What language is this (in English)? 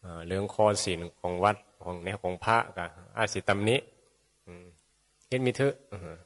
Northeastern Thai